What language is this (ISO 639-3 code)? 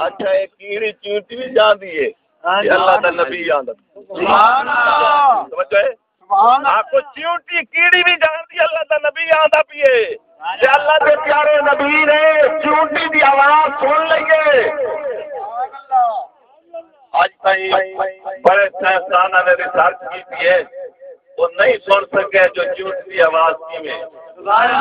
skr